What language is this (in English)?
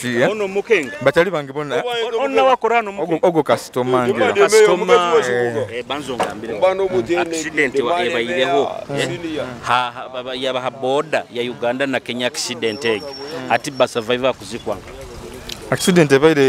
Nyoro